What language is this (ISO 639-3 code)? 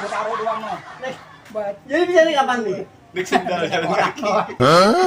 bew